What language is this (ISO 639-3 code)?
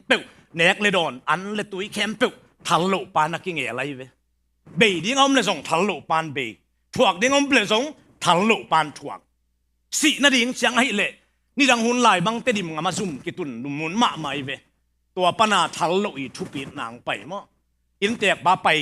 ctd